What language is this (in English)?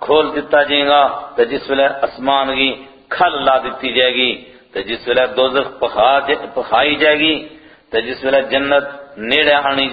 Gujari